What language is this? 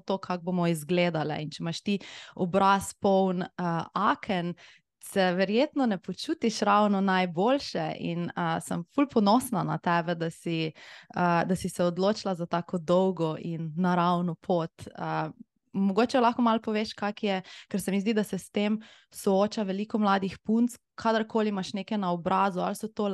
Slovenian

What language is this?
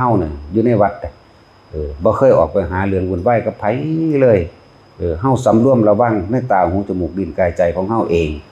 Northeastern Thai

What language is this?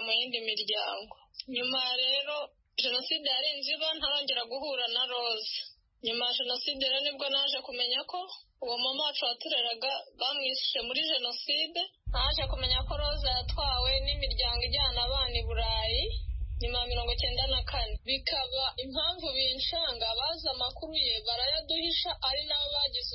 Kinyarwanda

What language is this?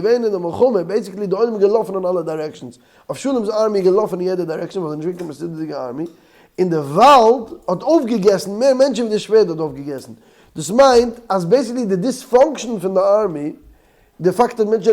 Yiddish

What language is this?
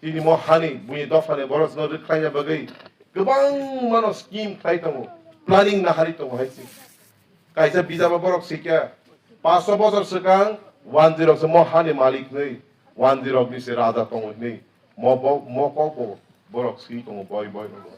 Kok Borok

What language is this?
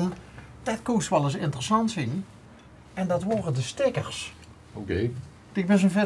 Limburgish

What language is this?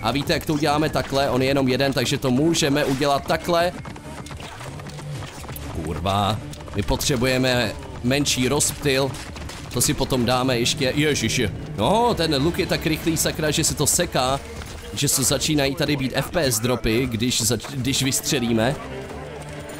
Czech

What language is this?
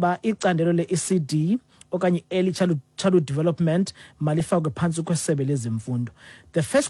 Xhosa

